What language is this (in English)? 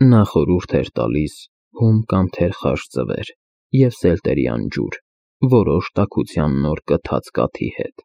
Armenian